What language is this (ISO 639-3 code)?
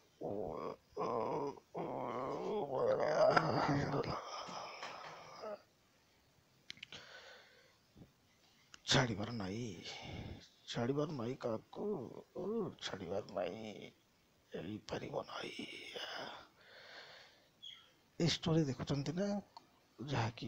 ori